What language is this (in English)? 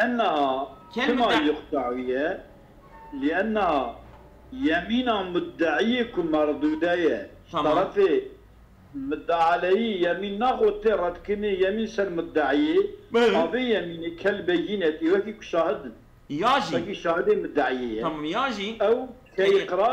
Kurdish